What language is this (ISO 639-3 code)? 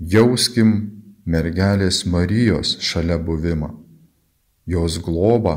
lit